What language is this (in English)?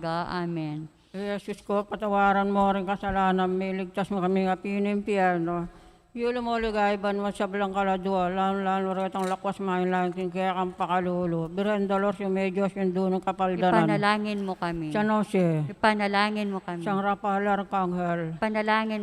Pampanga